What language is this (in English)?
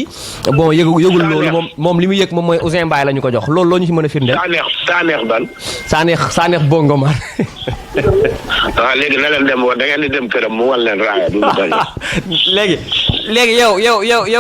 Wolof